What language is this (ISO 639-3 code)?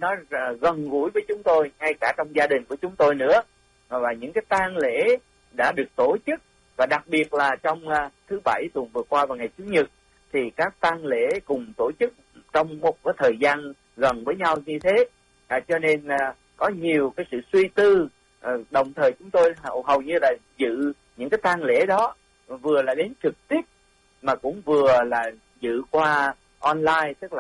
vie